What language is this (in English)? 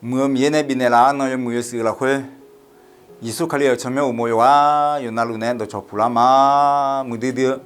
Akha